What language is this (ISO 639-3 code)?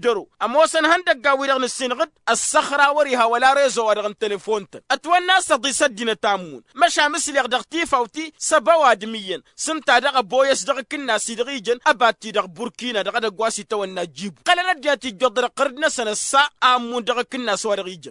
taq